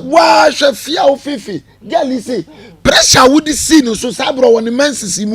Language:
Akan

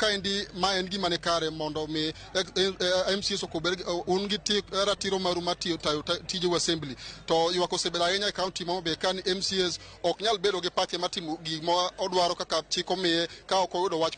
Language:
Luo (Kenya and Tanzania)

